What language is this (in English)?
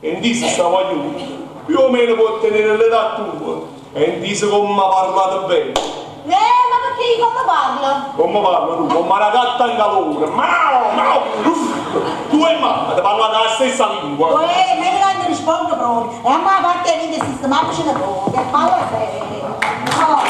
Neapolitan